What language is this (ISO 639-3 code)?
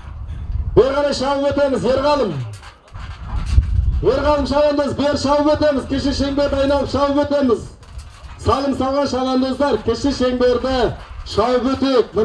kaz